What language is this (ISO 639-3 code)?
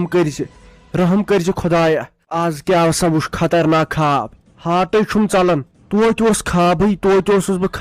kas